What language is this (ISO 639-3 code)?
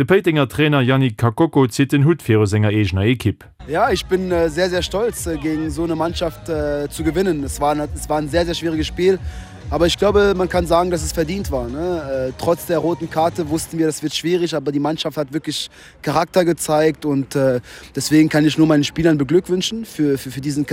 ltz